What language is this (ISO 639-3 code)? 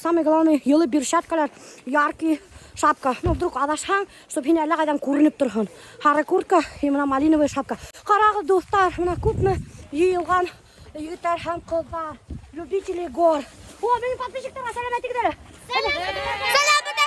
bak